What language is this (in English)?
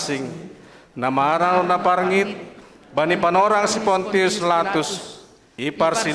Batak Simalungun